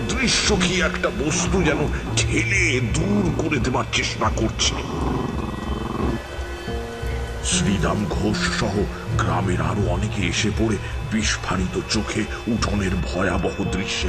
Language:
Bangla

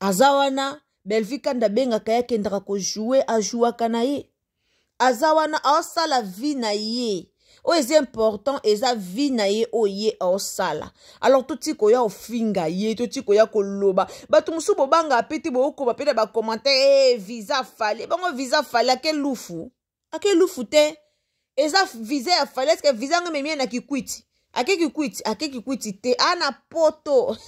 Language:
Lingala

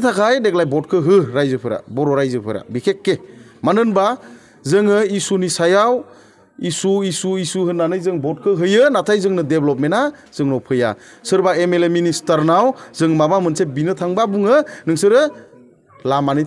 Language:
Bodo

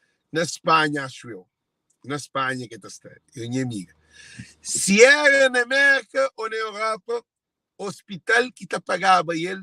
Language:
Kabuverdianu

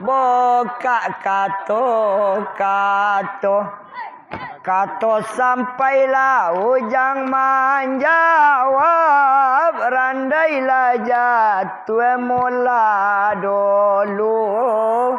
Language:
Minangkabau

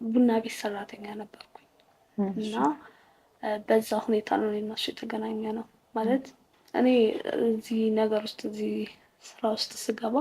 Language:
Amharic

